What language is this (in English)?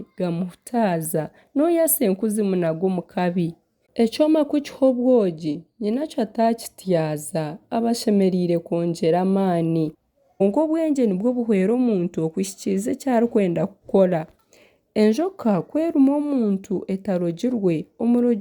Nyankole